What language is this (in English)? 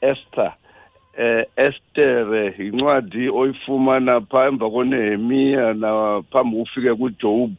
Xhosa